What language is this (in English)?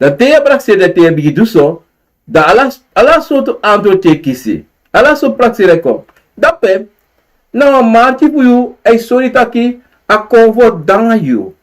Sranan Tongo